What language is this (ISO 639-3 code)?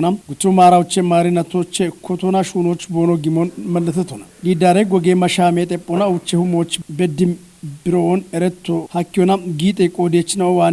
kbr